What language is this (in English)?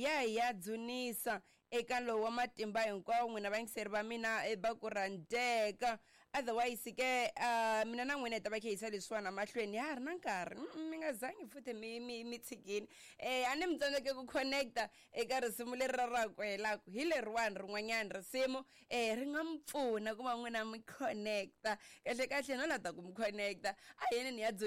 Tsonga